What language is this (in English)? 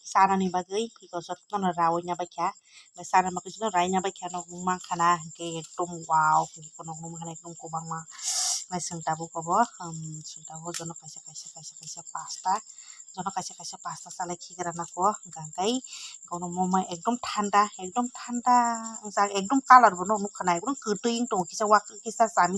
Kok Borok